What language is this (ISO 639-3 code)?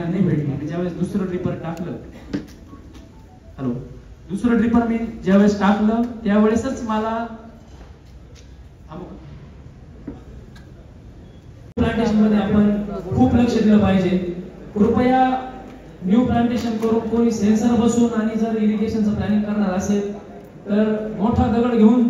mar